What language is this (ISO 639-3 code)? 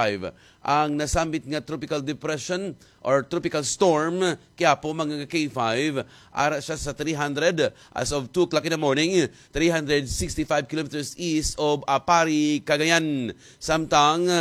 hil